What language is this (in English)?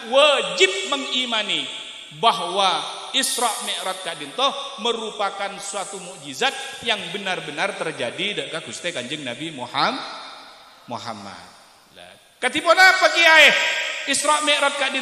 Madurese